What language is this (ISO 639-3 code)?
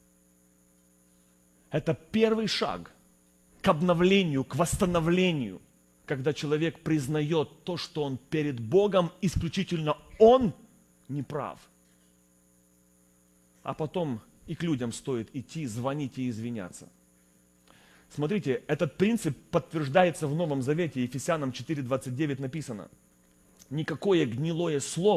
rus